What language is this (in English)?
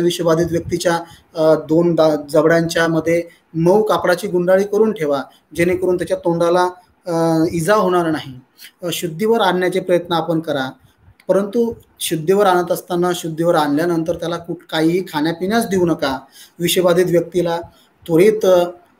Marathi